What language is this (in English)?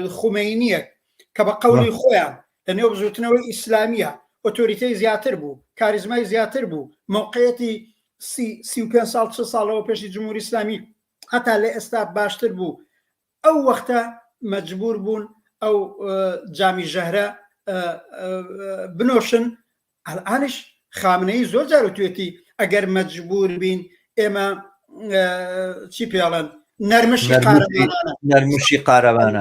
Central Kurdish